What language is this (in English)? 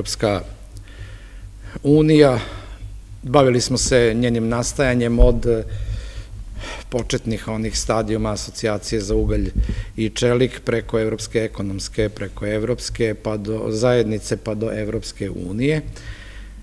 Serbian